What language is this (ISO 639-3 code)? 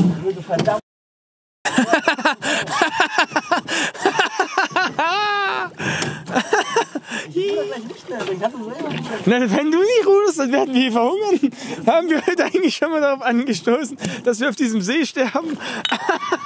deu